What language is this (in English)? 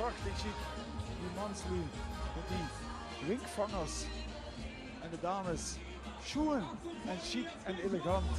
Limburgish